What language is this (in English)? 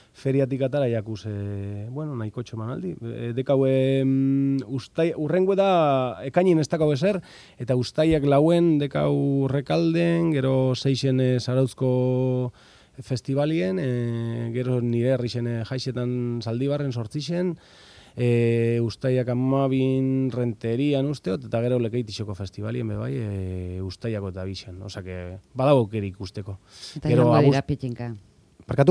Basque